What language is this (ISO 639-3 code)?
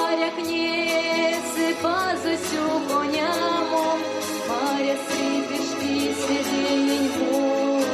myv